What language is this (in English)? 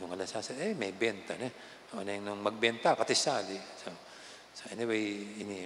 Pampanga